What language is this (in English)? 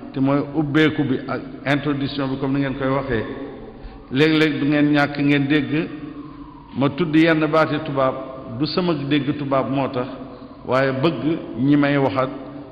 Wolof